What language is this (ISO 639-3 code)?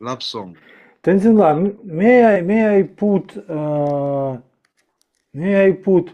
bod